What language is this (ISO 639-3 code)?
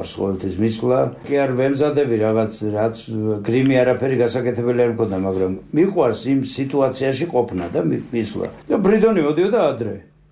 kat